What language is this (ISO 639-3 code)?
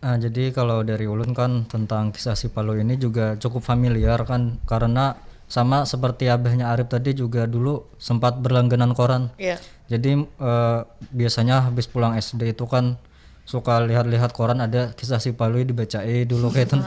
bjn